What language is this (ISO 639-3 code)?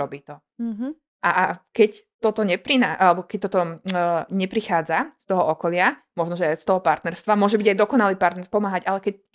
slk